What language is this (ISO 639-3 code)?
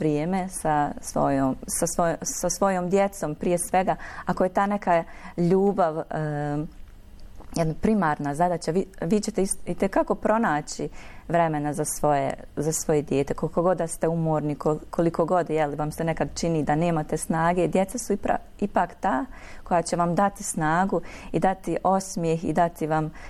bos